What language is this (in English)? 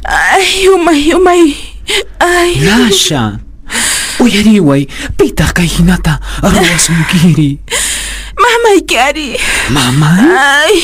Quechua